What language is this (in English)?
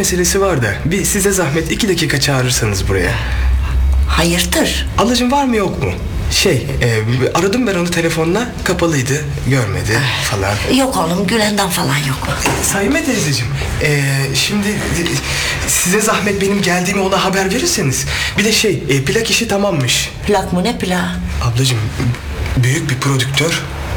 Turkish